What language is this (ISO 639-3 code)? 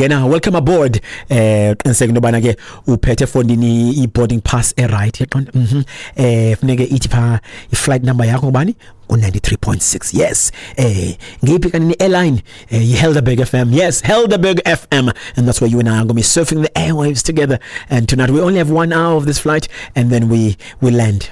xho